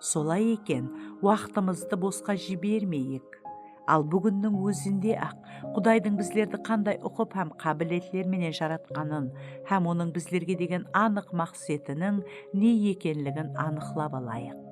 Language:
Kara-Kalpak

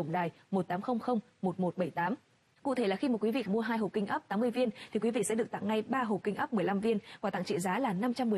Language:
Vietnamese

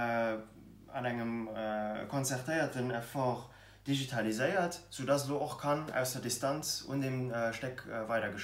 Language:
Luxembourgish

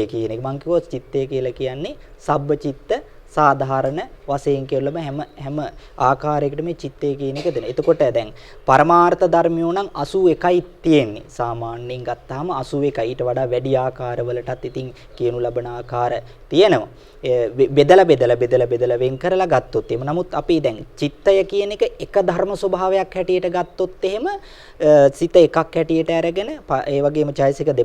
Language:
Sinhala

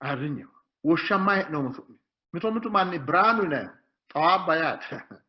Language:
Sidamo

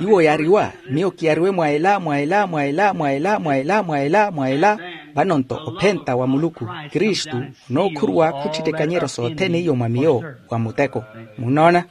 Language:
Makhuwa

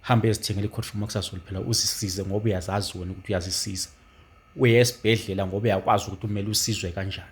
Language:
Zulu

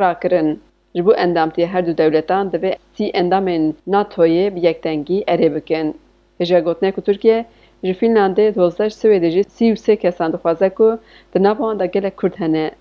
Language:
Kurdish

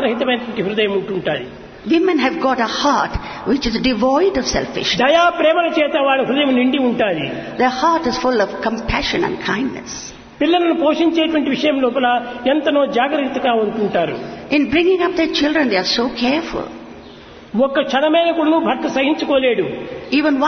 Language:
Telugu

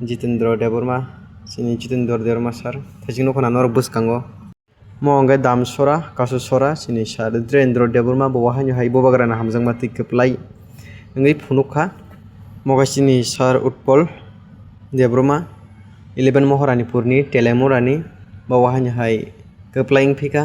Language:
Kok Borok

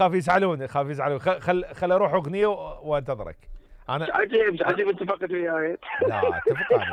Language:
Mesopotamian Arabic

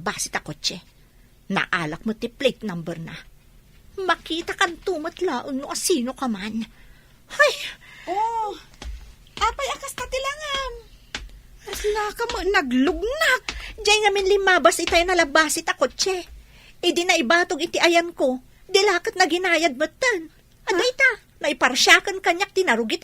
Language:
Iloko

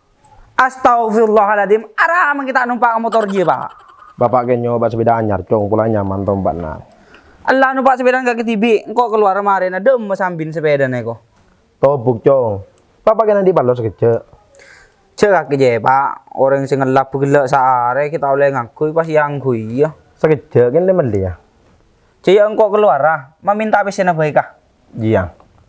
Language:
Madurese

